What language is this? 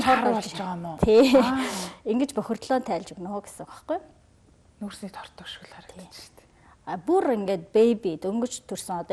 Mongolian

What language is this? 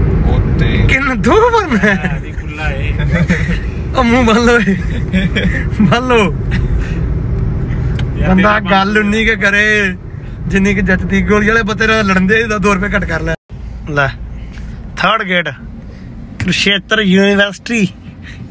Punjabi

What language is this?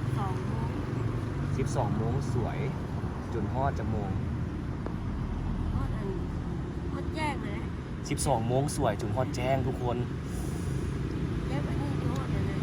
Lao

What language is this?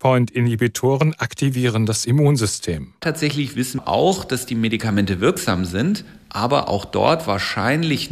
German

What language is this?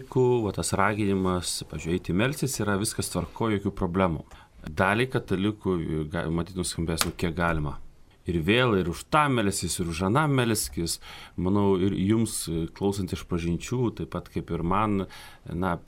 Lithuanian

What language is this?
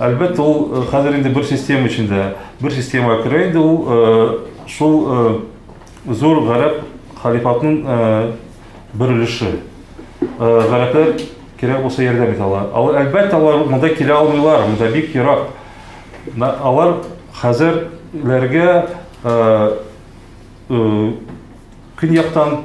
Tatar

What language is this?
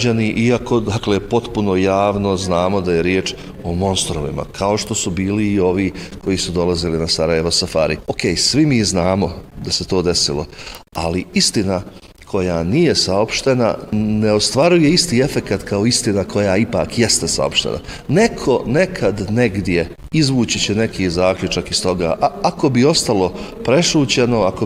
Bosnian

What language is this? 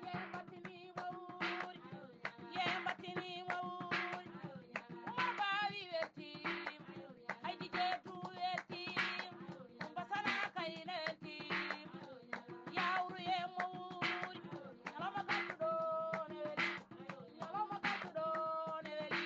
Fula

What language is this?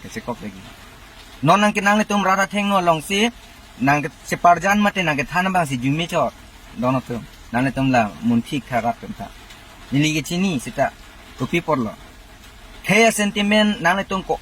Karbi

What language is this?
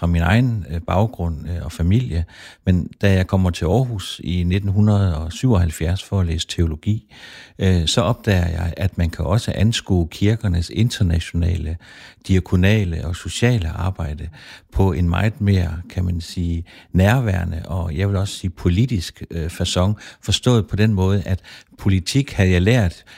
Danish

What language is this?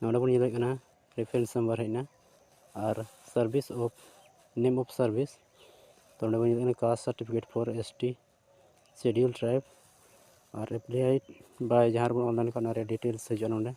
Santali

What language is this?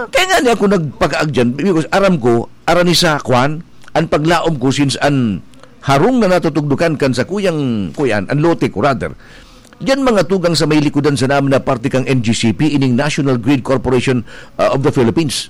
Bikol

